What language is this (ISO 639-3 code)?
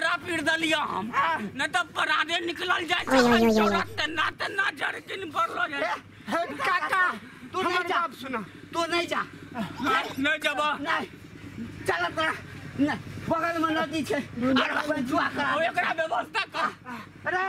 mai